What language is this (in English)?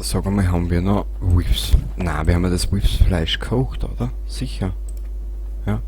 Bavarian